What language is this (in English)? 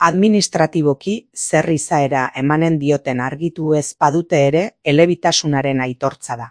Basque